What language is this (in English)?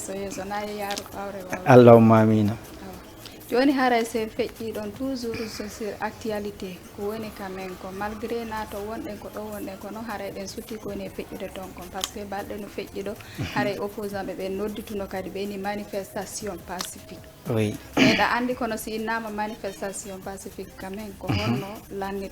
Fula